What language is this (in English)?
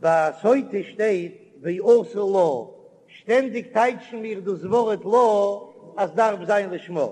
Yiddish